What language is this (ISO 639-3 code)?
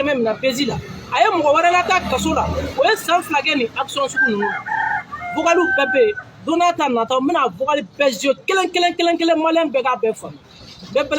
bam